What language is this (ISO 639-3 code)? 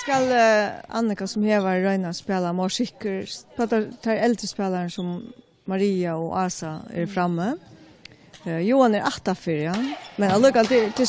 fao